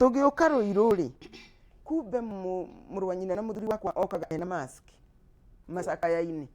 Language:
Kikuyu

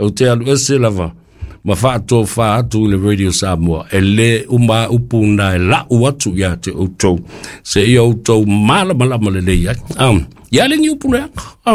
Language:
Samoan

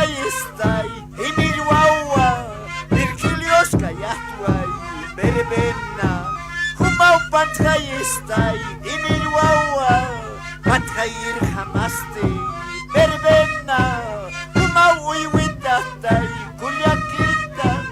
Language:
Aymara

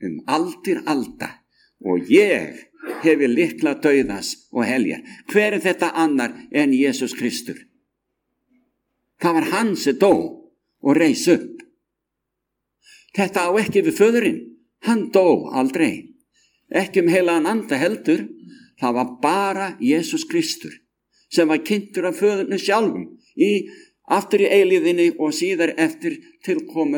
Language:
Icelandic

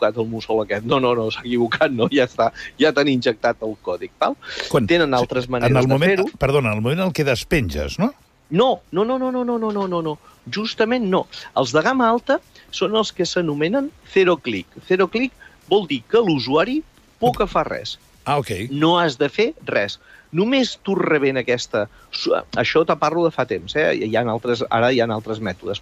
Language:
Catalan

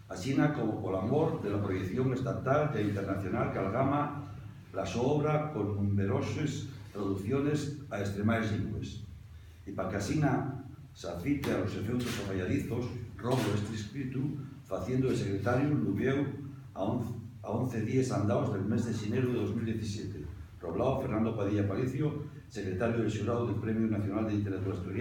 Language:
Asturian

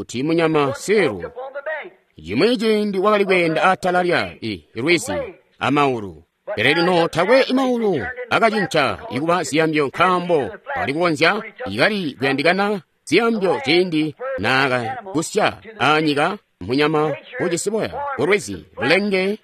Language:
Tonga (Zambia)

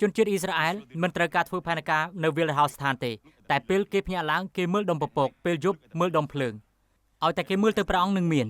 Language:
Khmer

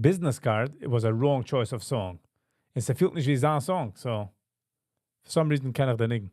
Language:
Yiddish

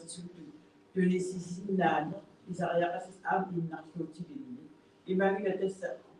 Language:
Kalaallisut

